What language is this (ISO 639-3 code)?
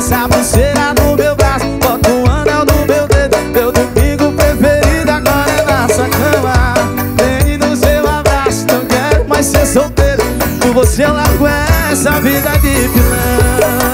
por